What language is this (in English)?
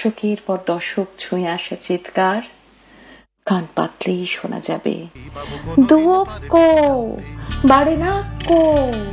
Bangla